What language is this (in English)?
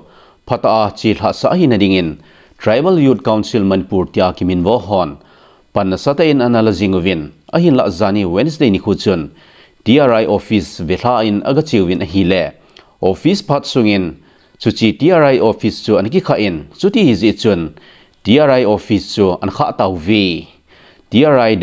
Thado Chin